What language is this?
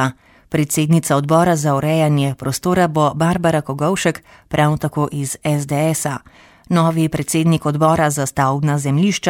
Slovenian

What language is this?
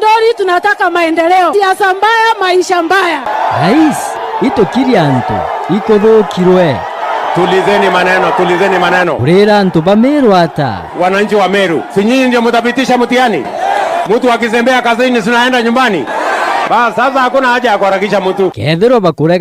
Meru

